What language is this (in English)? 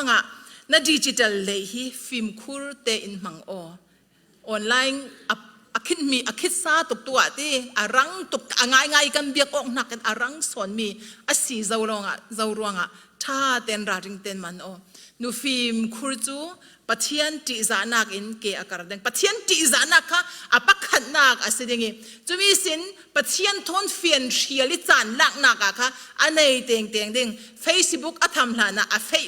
Falam Chin